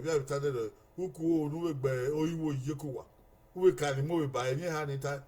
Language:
Bini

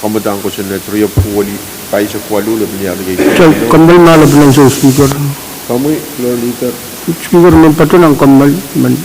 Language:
Pohnpeian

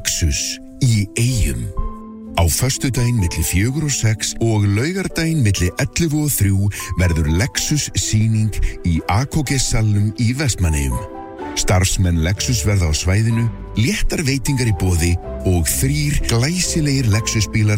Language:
Icelandic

